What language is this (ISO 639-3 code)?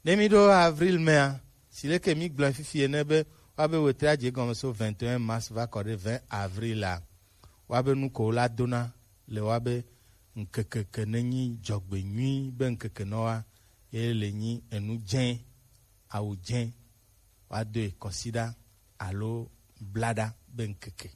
gej